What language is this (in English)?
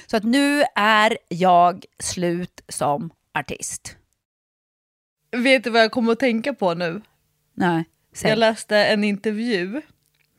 Swedish